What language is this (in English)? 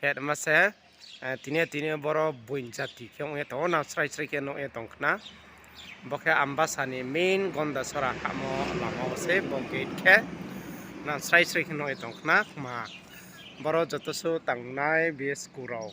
Riang (India)